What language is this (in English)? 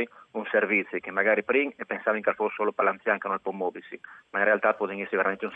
Friulian